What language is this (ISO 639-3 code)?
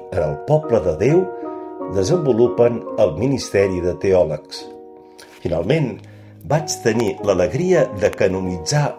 cat